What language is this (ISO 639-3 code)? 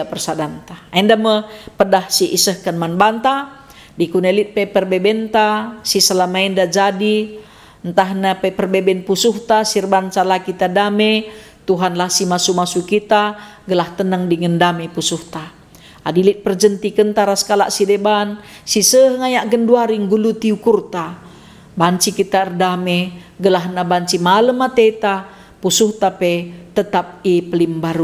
btx